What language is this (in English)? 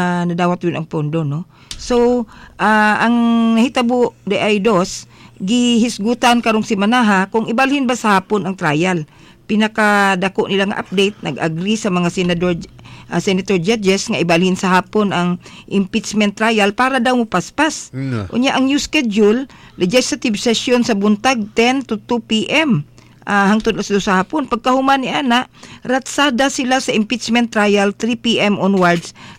Cebuano